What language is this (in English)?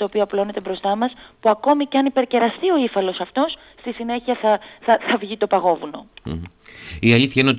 Greek